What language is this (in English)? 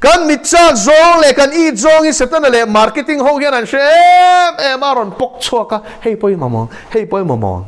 Mizo